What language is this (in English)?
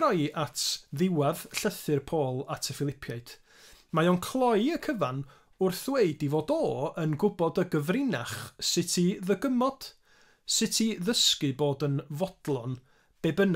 Welsh